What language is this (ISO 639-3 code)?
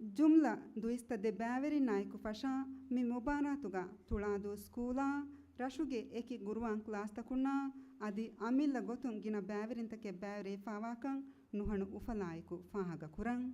div